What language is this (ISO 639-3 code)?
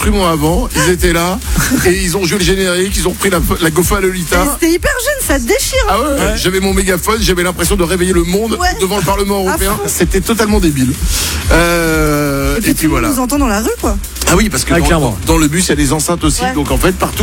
fra